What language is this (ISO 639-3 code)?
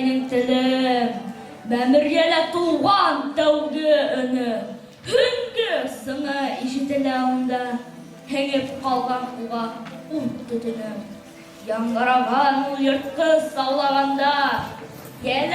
bak